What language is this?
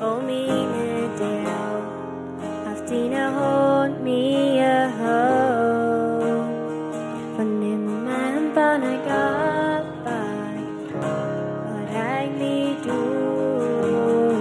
Plautdietsch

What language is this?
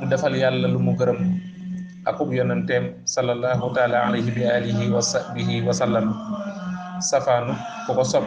Wolof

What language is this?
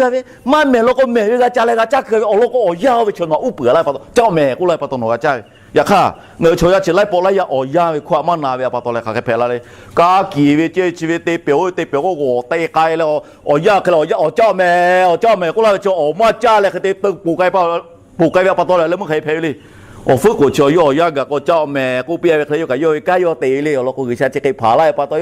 Lahu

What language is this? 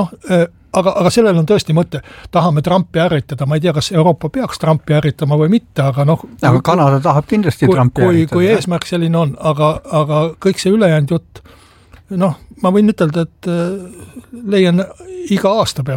Estonian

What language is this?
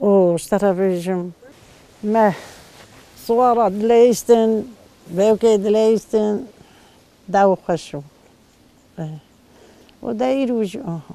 Kurdish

